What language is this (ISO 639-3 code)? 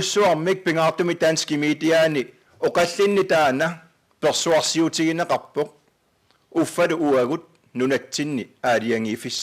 kal